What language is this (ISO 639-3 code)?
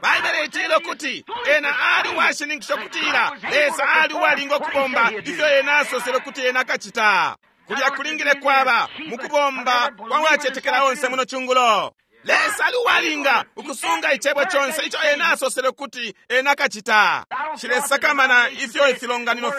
bem